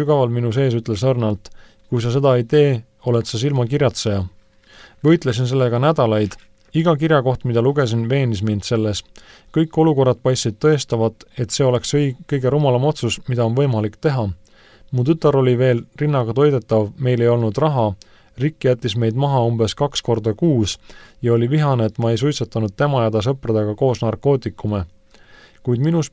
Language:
Estonian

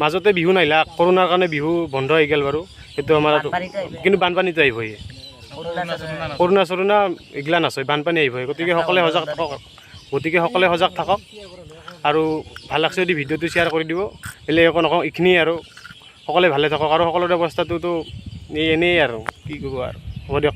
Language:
Assamese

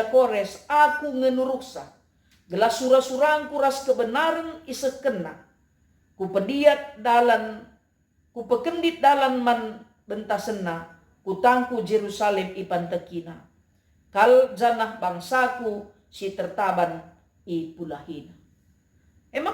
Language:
Batak Karo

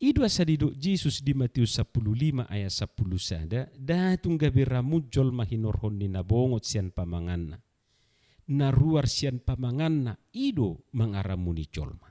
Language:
Batak Toba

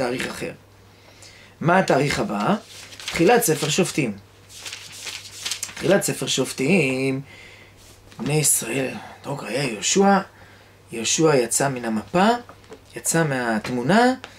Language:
Hebrew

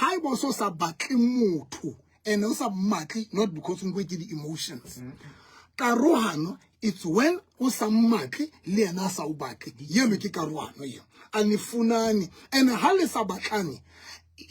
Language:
Southern Sotho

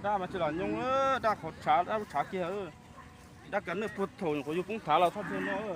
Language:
Hmong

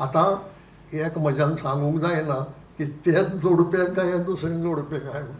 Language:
Konkani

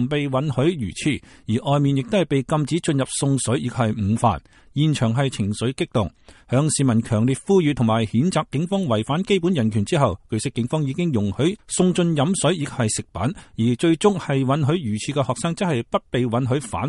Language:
Cantonese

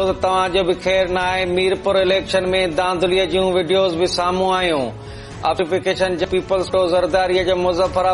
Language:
Sindhi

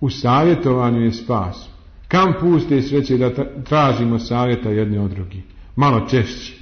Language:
Bosnian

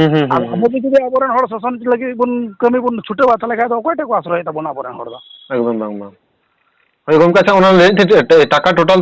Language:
Santali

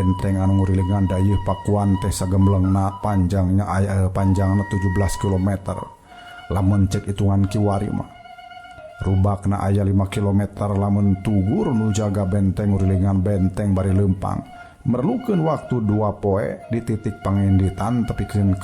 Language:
Sundanese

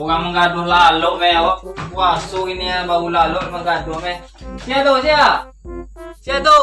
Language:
Minangkabau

